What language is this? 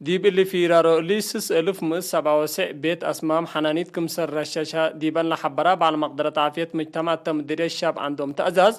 Tigre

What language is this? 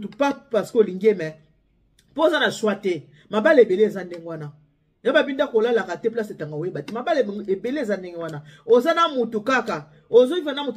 Lingala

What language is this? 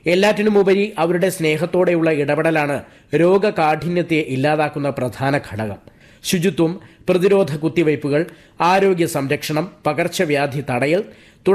Malayalam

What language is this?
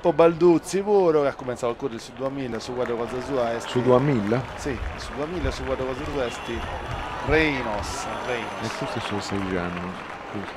Sardinian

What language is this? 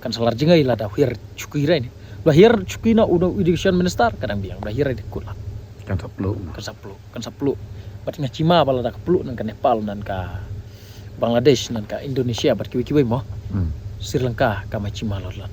Khasi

